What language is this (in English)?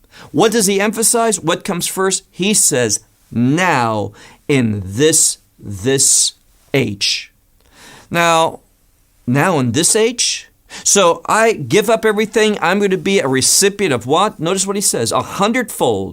English